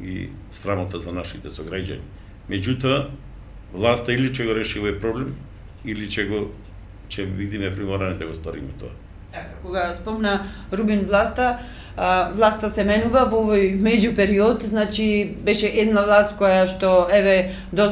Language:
Macedonian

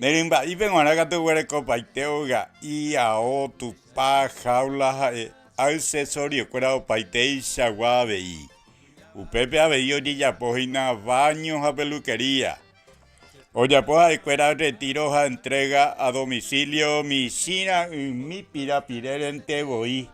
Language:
Guarani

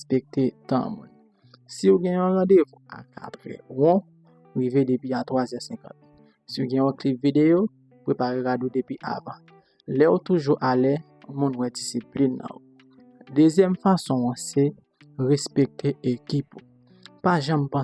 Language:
Haitian Creole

